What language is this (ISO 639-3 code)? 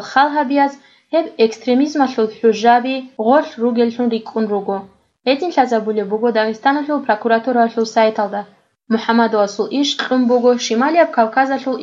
ava